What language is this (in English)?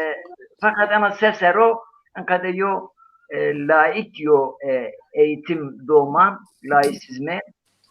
Zaza